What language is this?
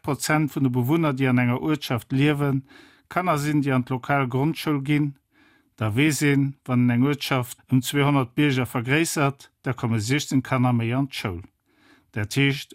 Luxembourgish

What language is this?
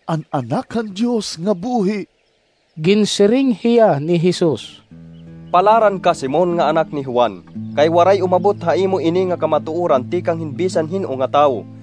Waray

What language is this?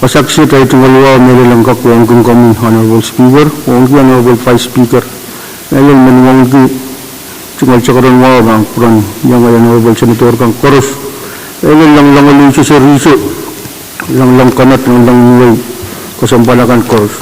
Pohnpeian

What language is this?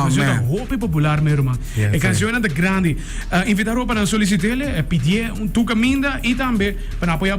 Papiamento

